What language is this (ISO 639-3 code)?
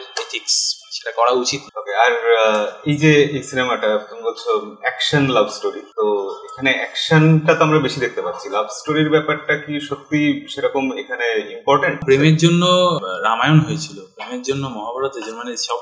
ben